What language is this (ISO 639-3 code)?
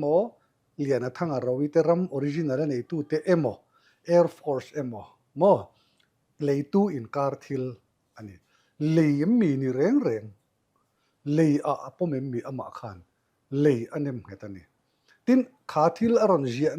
lus